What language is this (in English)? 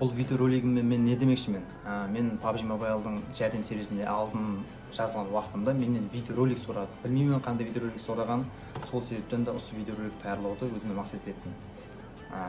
Kara-Kalpak